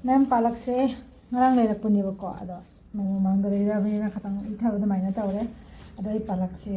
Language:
Manipuri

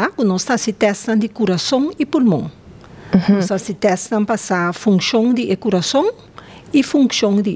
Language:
Papiamento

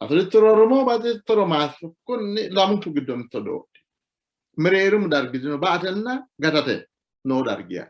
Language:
Sidamo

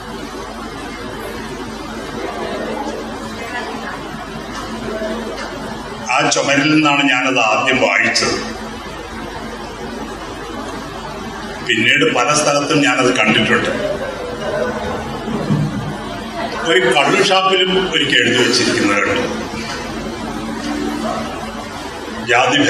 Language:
Malayalam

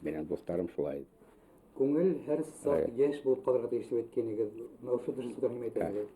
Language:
Bashkir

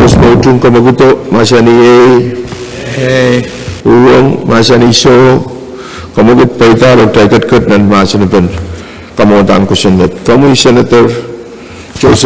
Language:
Pohnpeian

